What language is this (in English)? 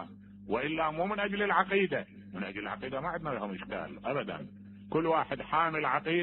Mesopotamian Arabic